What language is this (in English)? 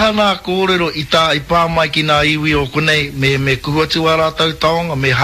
Māori